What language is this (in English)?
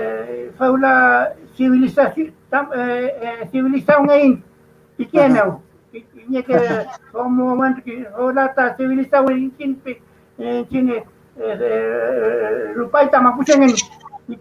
Mapuche